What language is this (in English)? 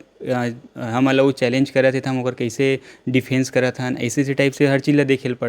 Chhattisgarhi